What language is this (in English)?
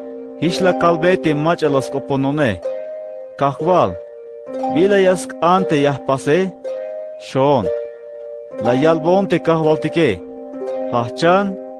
Tzeltal